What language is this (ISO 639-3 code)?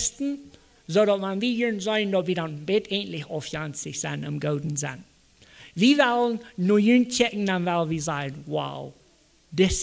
pdt